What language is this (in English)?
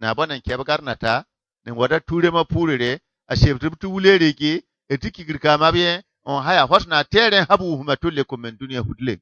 Bissa